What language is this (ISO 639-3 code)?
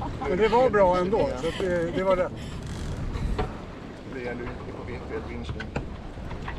swe